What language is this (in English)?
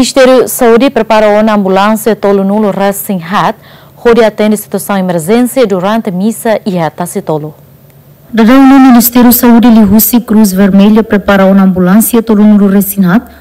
Tetum